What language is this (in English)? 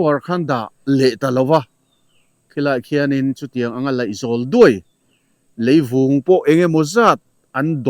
Mizo